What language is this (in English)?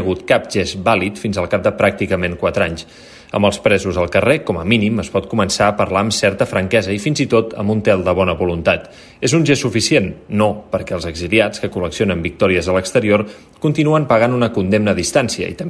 Catalan